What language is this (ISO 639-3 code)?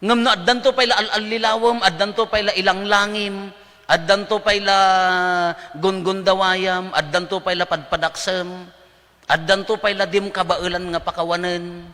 ilo